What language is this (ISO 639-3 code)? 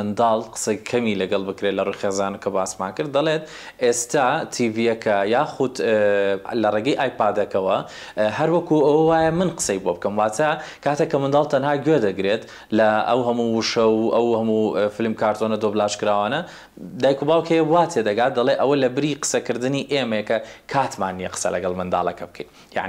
ckb